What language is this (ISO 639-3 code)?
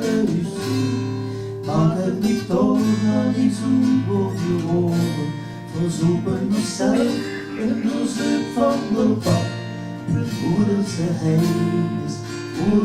lim